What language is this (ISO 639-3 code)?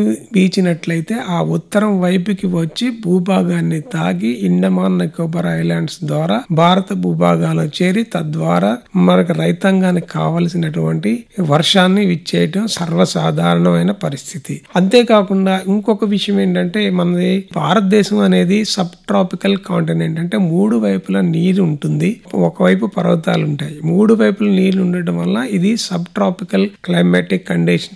tel